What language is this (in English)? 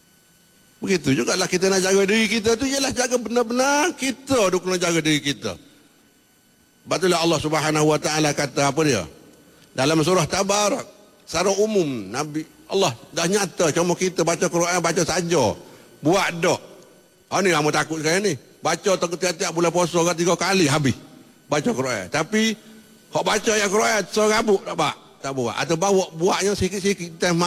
Malay